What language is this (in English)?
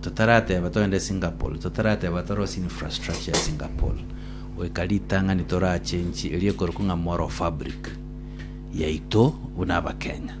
Gusii